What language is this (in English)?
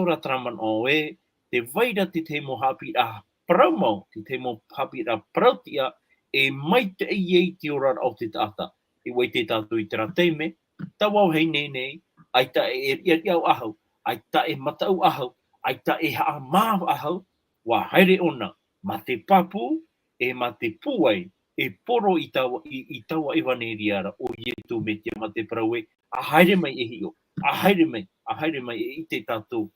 Tahitian